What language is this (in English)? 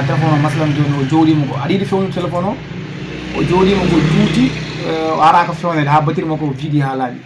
Fula